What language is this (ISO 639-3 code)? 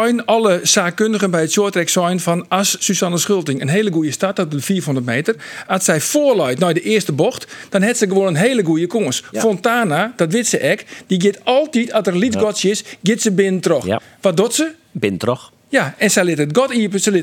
fry